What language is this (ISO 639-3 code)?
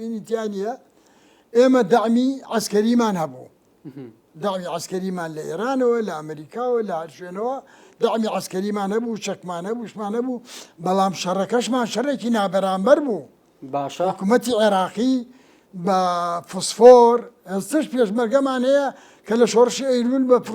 ckb